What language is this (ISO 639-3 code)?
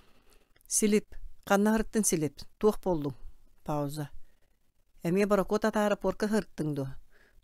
sah